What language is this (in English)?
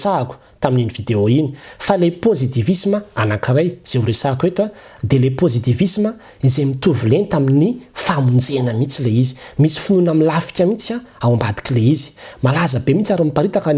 Malagasy